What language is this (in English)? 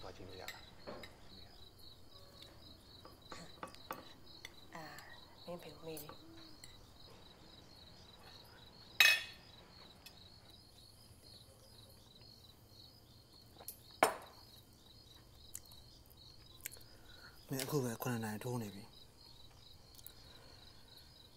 Burmese